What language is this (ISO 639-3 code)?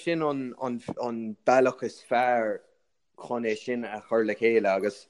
gle